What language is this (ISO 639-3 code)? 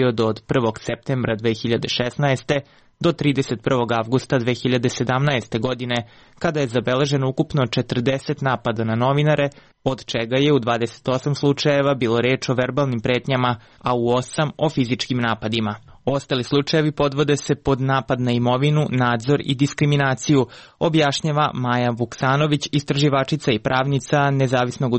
srp